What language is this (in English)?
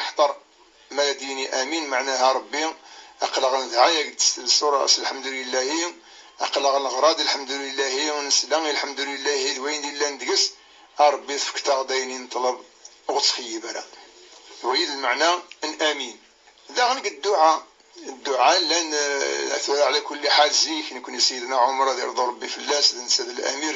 Kabyle